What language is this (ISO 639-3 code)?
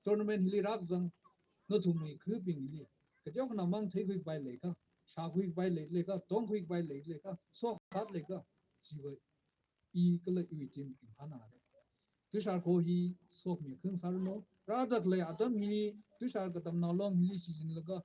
nmf